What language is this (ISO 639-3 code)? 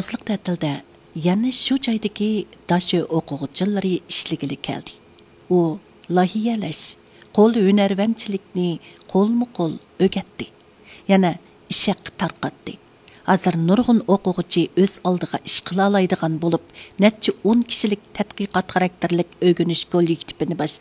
uig